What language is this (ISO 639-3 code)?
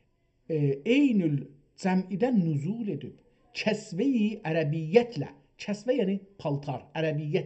azb